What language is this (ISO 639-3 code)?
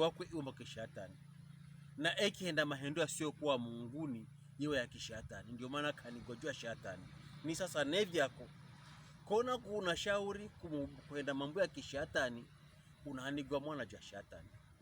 pkb